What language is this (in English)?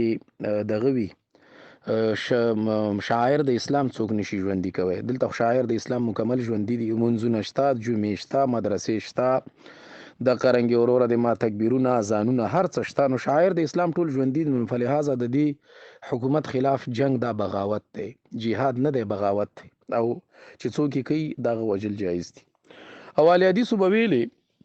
Pashto